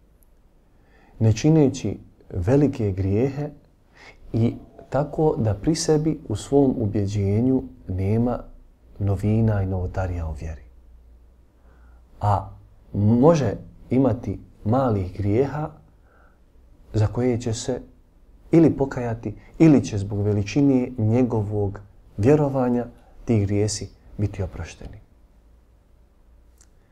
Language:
Bosnian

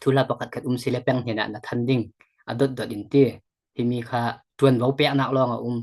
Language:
Falam Chin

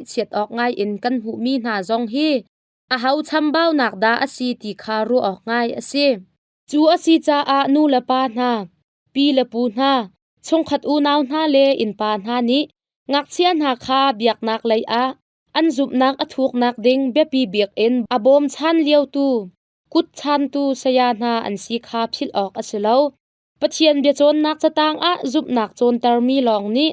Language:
Hakha Chin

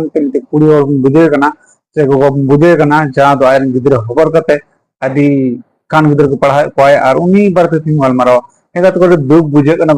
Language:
Santali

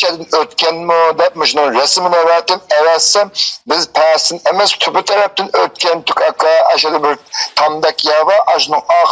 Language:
Uyghur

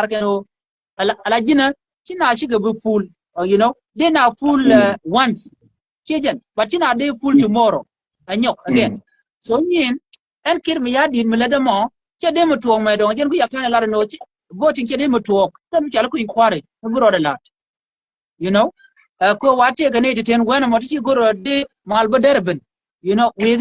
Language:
Nuer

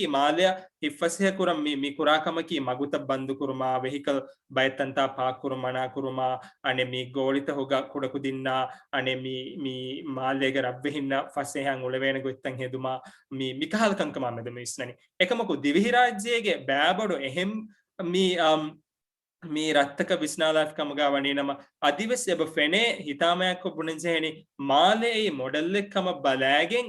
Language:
Divehi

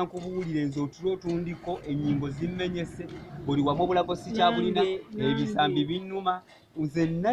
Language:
Ganda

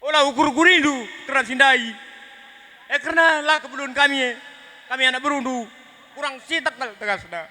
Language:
Batak Karo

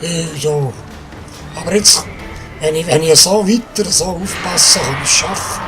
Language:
Swiss German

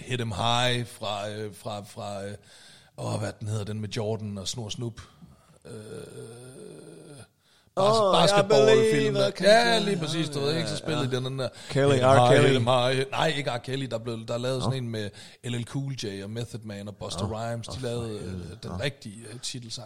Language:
Danish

